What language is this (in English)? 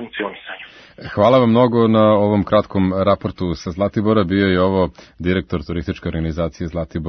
Serbian